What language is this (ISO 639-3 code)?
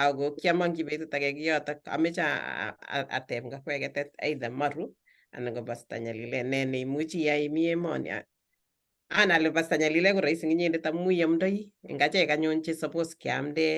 kln